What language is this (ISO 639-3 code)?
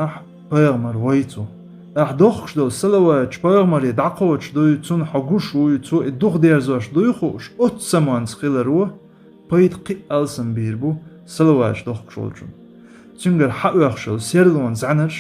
che